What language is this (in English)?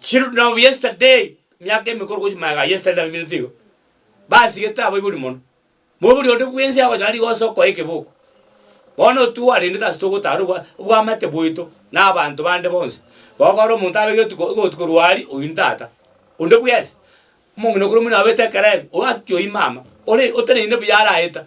Gusii